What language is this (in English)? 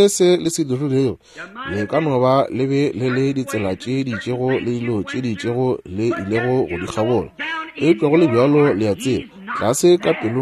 Northern Sotho